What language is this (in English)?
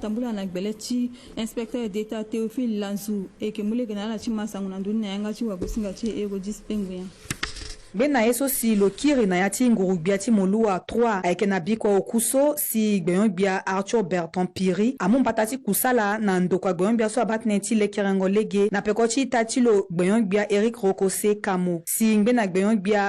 Sango